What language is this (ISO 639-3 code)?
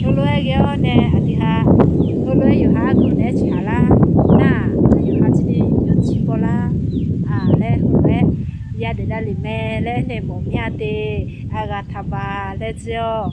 ahk